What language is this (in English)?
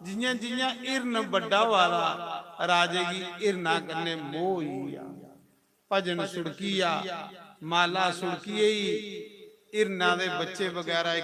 Dogri